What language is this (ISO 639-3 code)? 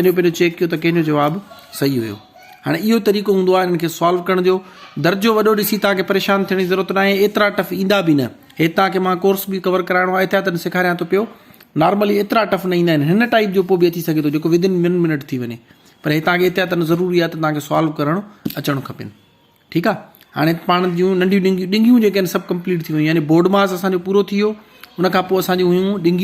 snd